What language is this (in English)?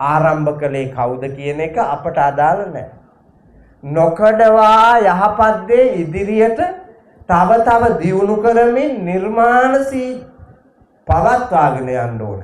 Sinhala